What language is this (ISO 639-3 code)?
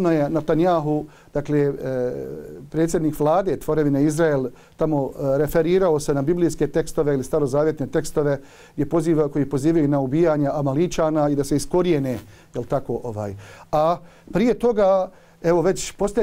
bos